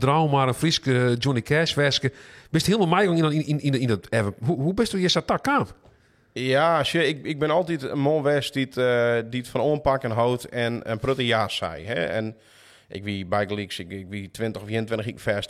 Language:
Western Frisian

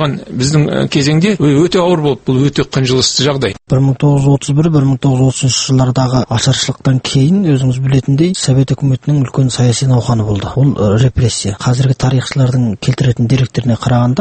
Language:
Kazakh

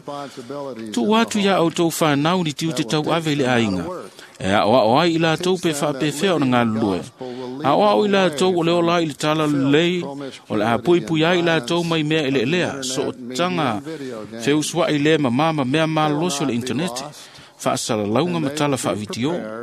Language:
Samoan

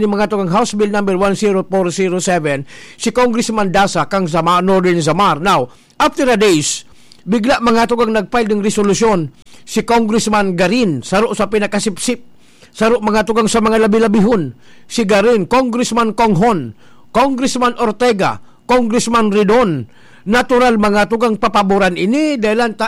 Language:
Bikol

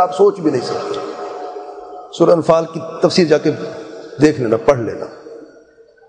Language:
Urdu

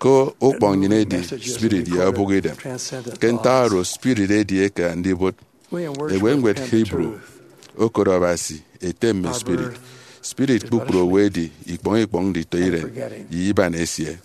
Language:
Efik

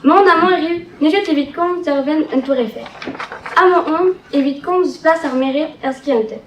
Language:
Breton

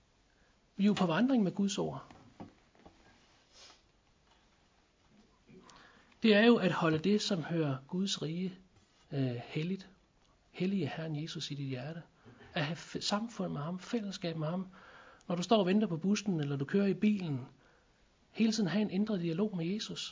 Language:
Danish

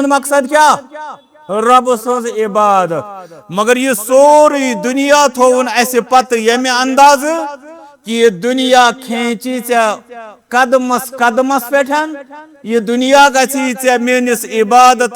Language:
Kashmiri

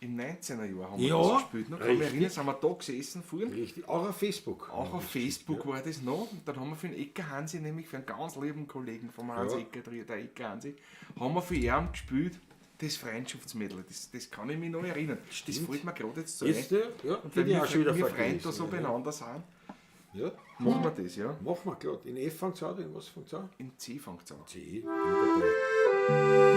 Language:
Bavarian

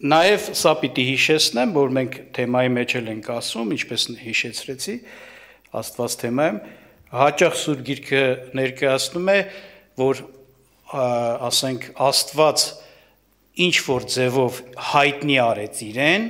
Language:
Armenian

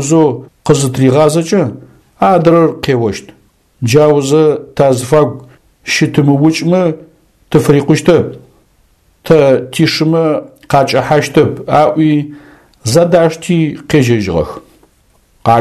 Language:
Adyghe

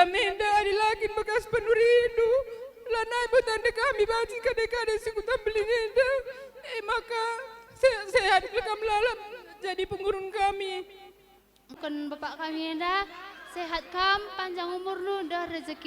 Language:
Batak Karo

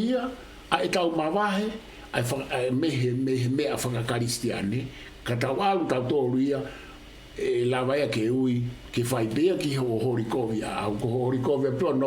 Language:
Tongan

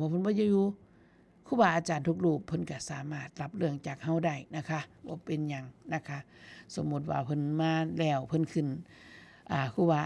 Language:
Northeastern Thai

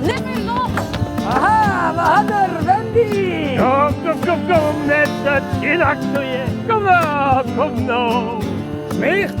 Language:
Western Frisian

